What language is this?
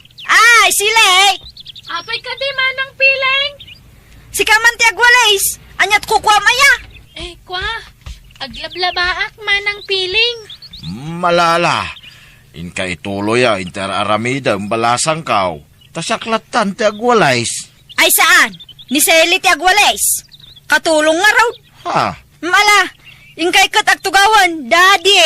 Iloko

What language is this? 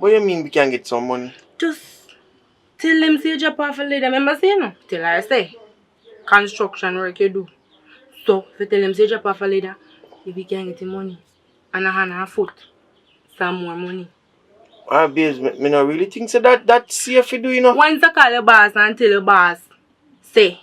Jamaican Creole English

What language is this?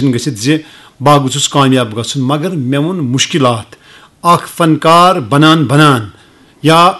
Kashmiri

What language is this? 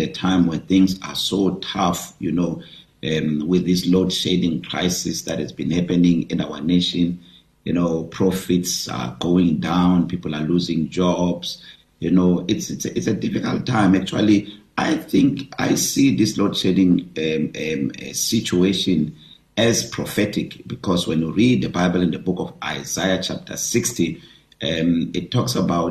English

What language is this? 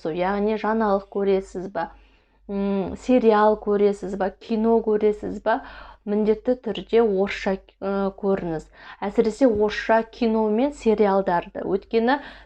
Kazakh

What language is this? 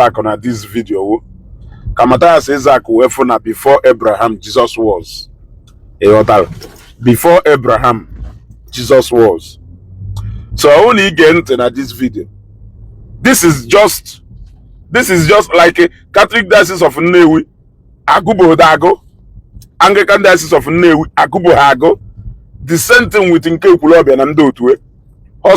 Igbo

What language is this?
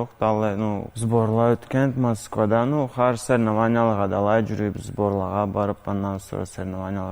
Karachay-Balkar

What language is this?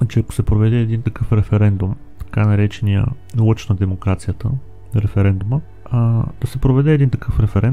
Bulgarian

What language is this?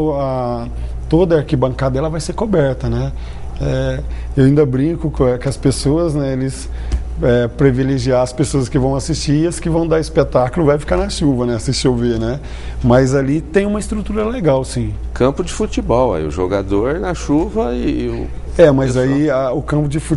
Portuguese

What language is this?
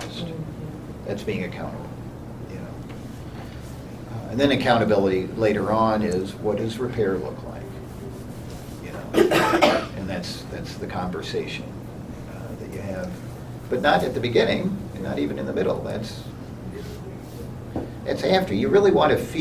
English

